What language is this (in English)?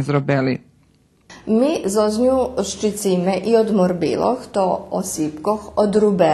Rusyn